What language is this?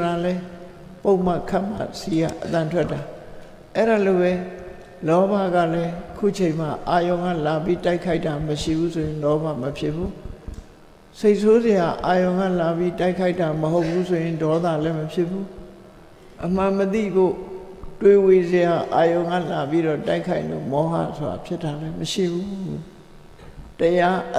Burmese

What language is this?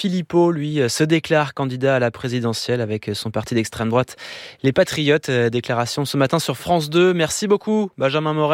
French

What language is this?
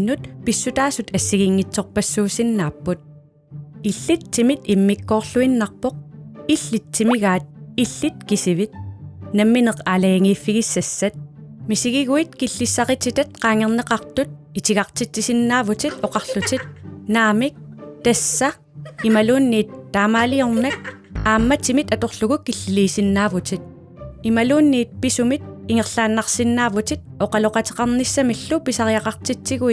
Kalaallisut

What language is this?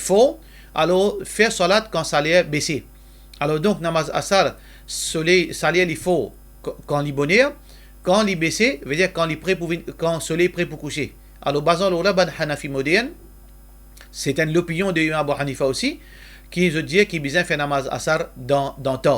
Morisyen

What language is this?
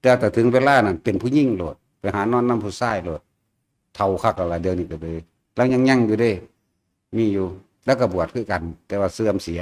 Northeastern Thai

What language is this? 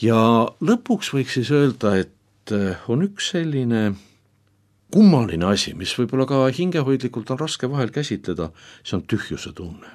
Estonian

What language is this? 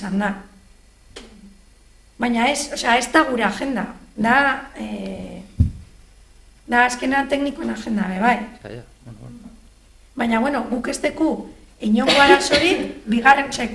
Basque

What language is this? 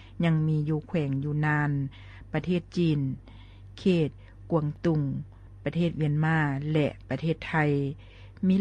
Lao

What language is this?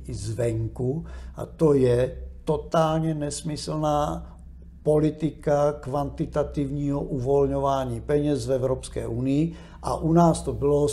Czech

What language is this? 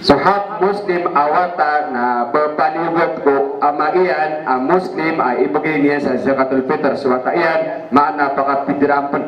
Maranao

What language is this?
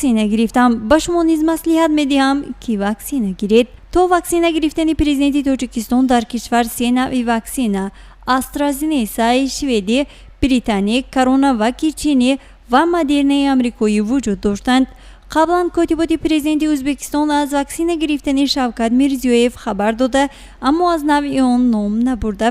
Tajik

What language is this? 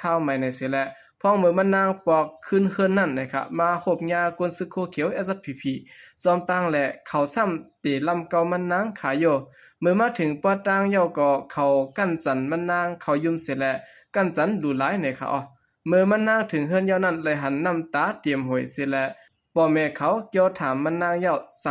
Shan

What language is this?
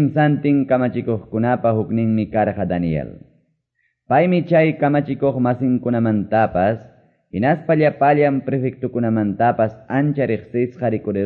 Quechua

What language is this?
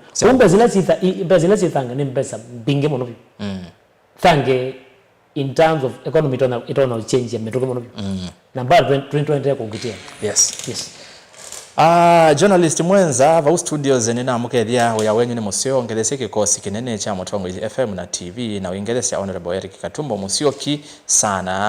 Kamba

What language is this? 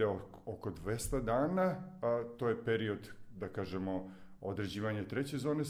Serbian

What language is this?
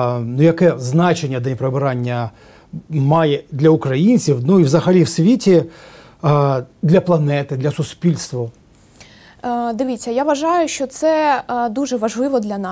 Ukrainian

